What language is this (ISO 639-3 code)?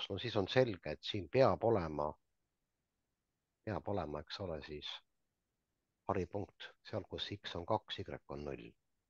est